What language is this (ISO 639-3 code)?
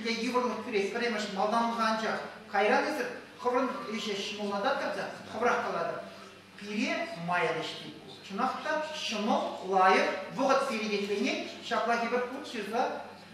chv